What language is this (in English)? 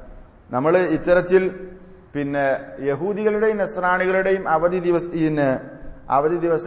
Malayalam